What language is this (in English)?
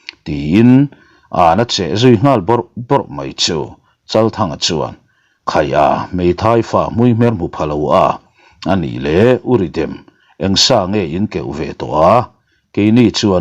Mizo